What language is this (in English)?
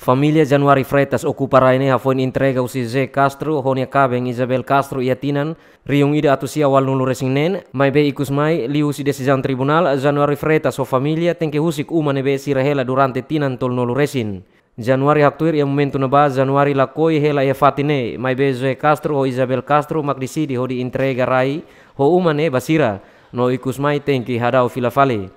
Tetum